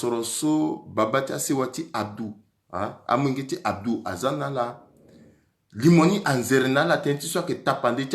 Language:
Sango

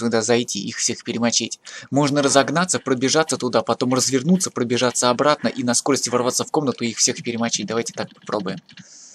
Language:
Russian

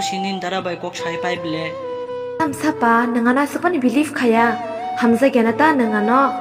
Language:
Kok Borok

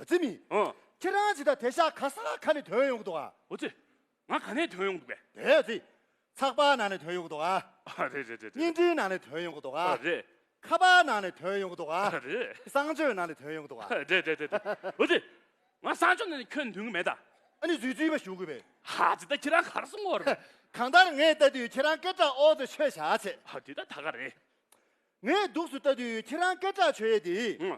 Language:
Tibetan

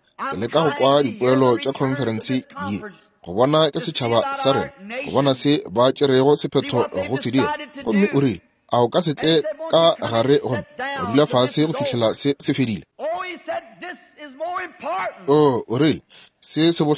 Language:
Northern Sotho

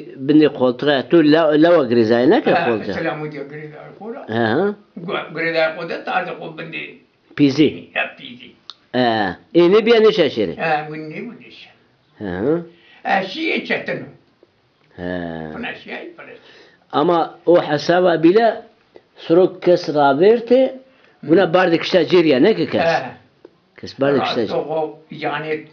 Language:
Zaza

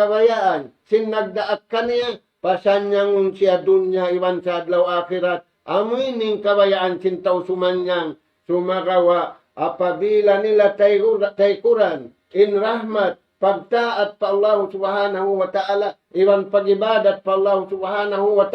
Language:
Tausug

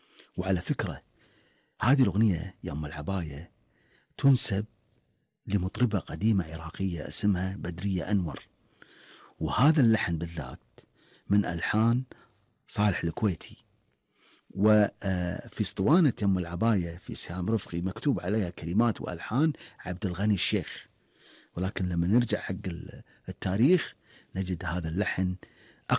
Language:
Gulf Arabic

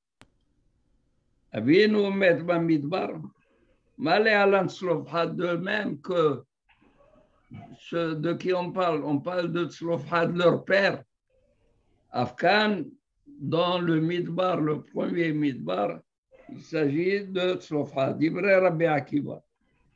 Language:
French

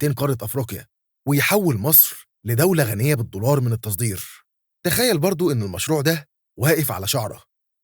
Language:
Egyptian Arabic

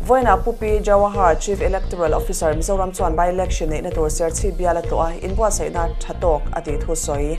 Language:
Mizo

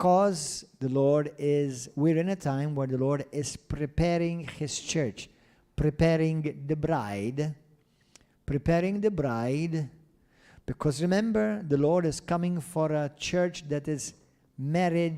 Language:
English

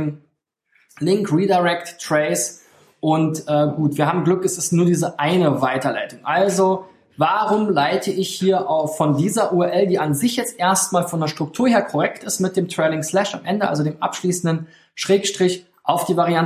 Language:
German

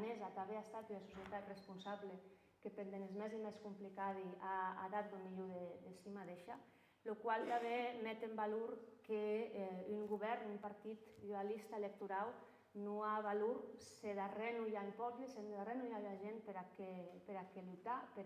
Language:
Occitan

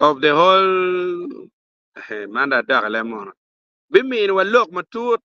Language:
Acoli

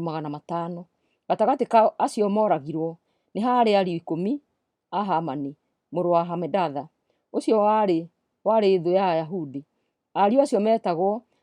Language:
Kikuyu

